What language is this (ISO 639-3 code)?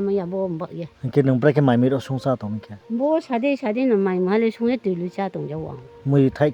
trp